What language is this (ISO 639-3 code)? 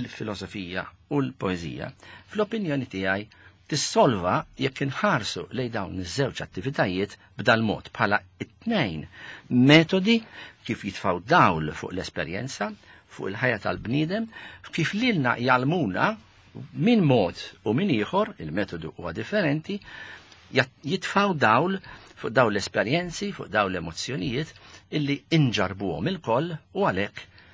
mlt